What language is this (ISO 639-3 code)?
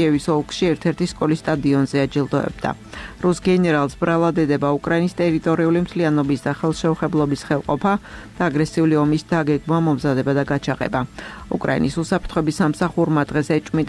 kat